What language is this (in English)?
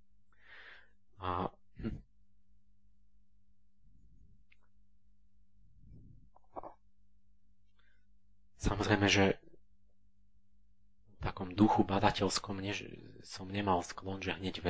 Slovak